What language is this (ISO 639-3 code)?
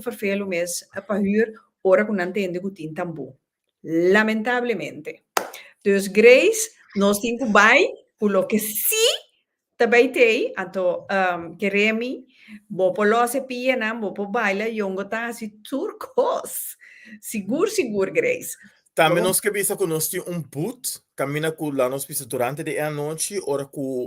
pap